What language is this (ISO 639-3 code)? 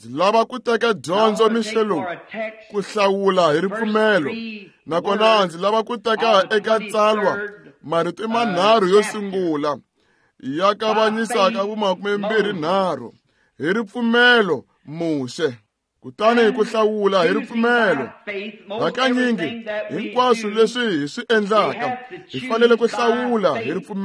tso